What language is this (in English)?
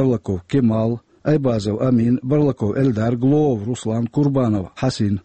Chechen